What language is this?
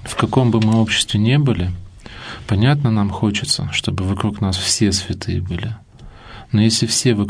Russian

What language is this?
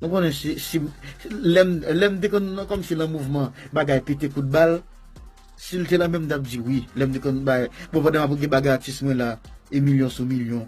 Haitian Creole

